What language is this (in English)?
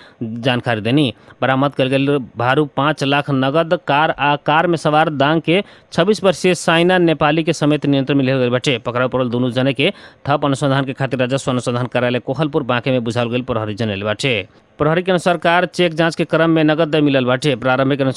Bhojpuri